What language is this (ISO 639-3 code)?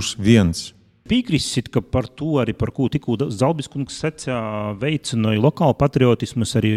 lav